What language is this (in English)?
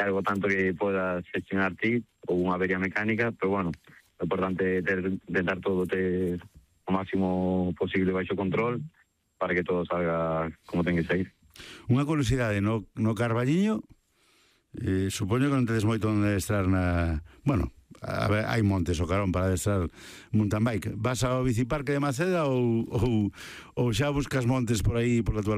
Galician